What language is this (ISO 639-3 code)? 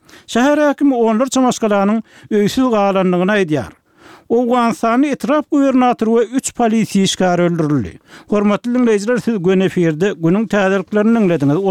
tuk